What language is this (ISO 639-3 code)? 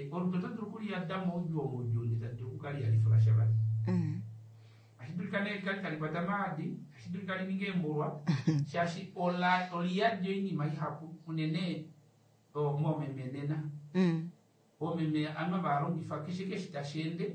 kua